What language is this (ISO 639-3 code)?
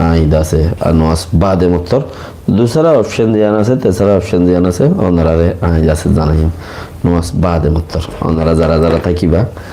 rhg